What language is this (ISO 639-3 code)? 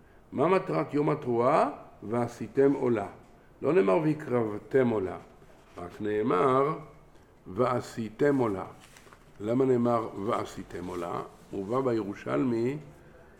heb